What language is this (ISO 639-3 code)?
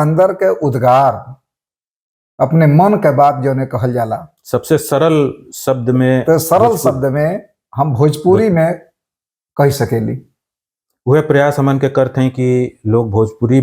bho